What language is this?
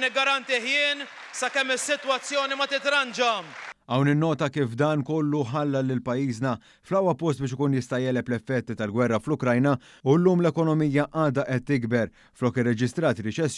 Maltese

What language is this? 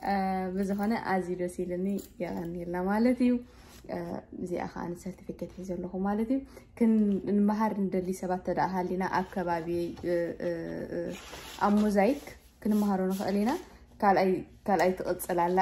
Tigrinya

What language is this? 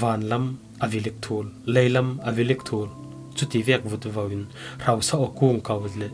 Falam Chin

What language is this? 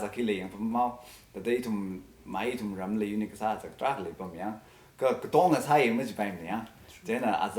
Tangkhul Naga (India)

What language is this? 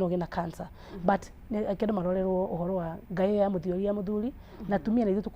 Kikuyu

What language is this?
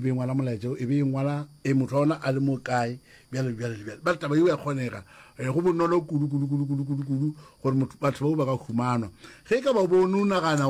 Northern Sotho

